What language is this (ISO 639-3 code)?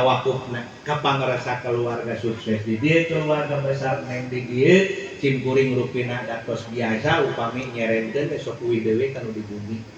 sun